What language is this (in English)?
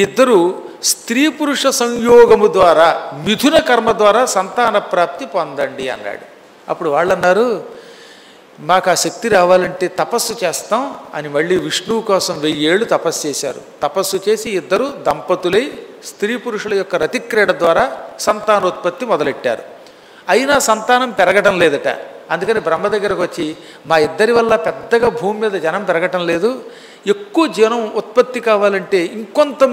Telugu